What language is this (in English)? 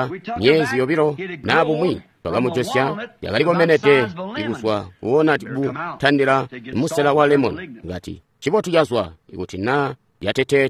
Tonga (Zambia)